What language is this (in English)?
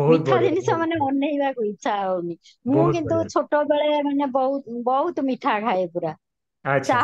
Odia